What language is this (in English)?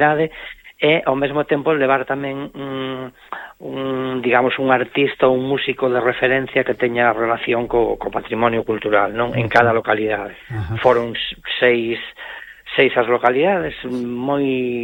Galician